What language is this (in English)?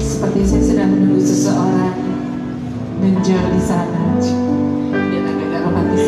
Indonesian